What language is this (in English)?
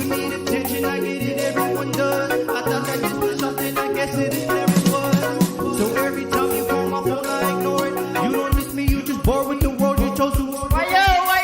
Pohnpeian